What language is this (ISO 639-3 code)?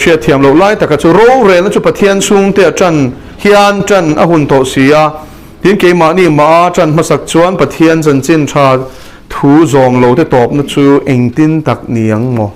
lus